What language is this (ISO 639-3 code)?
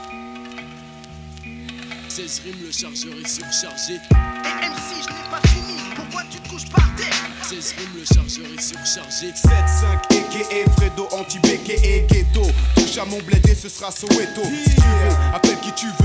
fra